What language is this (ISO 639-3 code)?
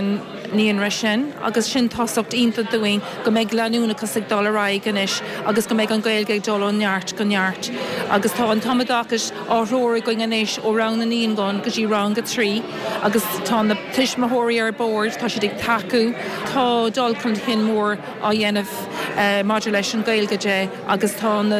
gle